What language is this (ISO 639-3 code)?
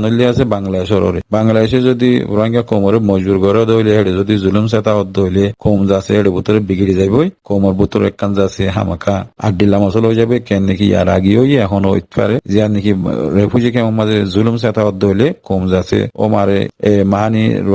rhg